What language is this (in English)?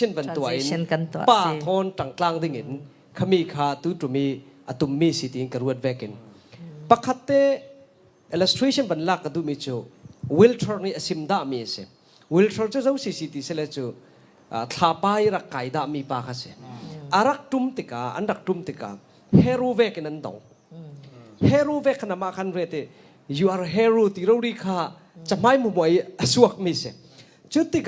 Falam Chin